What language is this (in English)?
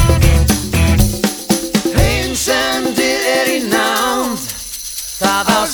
Icelandic